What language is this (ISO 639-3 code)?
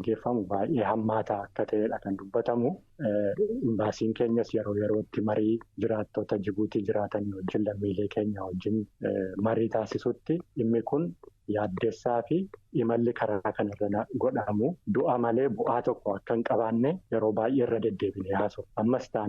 orm